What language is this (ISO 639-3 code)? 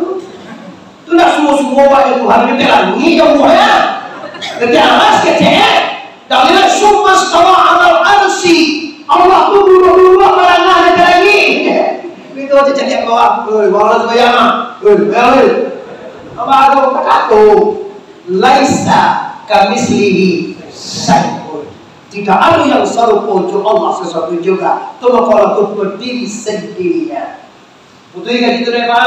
min